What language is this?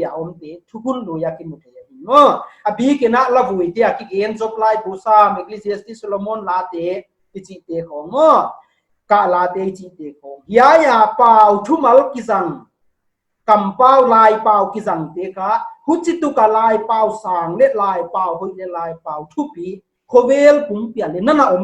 Paite Chin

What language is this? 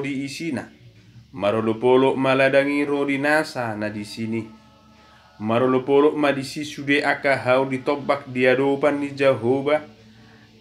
Batak Toba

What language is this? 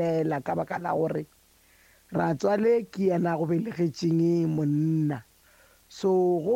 Northern Sotho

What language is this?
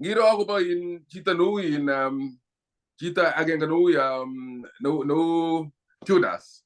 Kalenjin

